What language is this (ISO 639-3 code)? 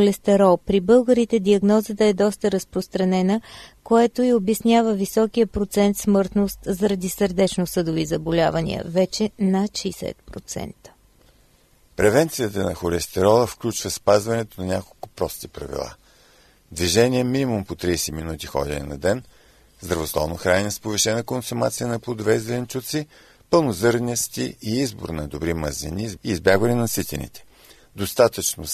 bul